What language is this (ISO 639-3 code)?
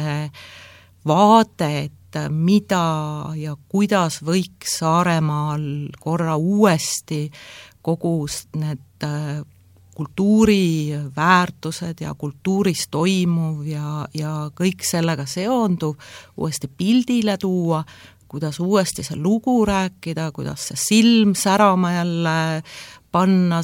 est